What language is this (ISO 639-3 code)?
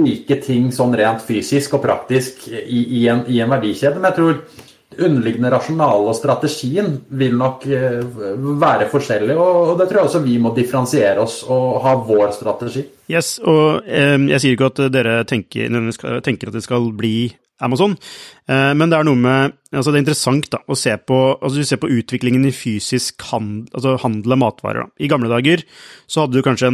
nor